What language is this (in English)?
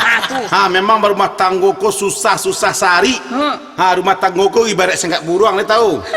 Minangkabau